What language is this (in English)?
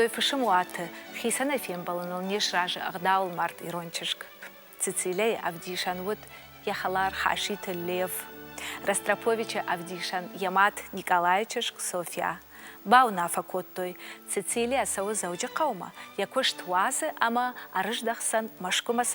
Ossetic